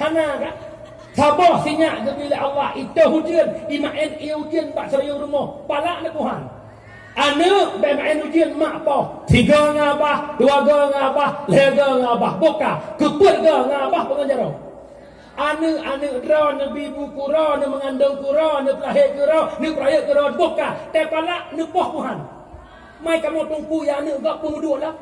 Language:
Achinese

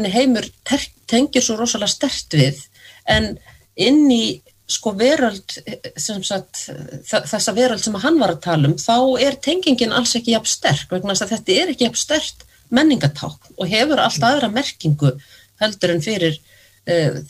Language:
Icelandic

